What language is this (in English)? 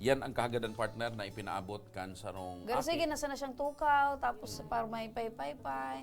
Bikol